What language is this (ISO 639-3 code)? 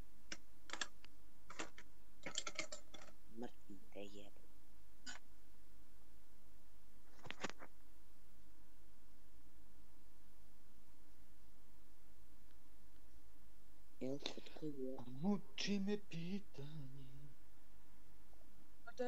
bos